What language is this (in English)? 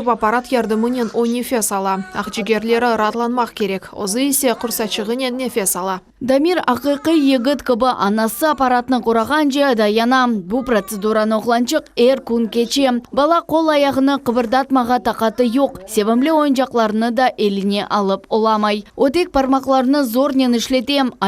Crimean Tatar